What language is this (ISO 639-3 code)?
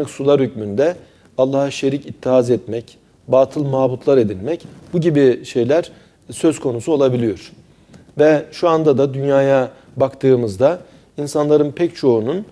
tur